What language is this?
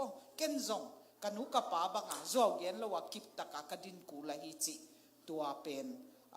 Tedim Chin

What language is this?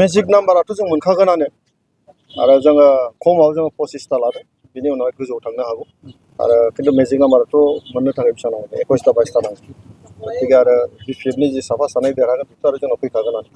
Bodo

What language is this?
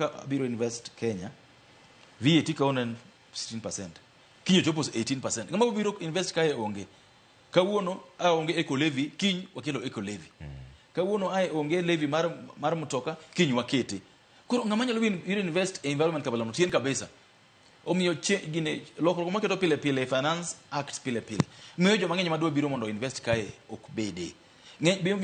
Luo (Kenya and Tanzania)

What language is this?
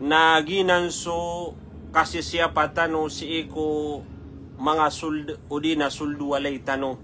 Maranao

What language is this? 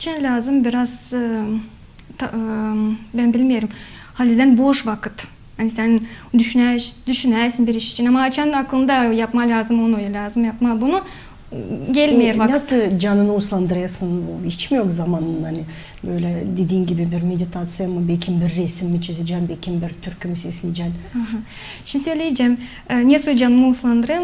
Gagauz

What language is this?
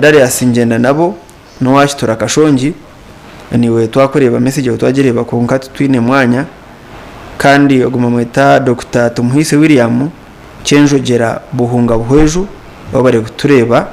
Nyankole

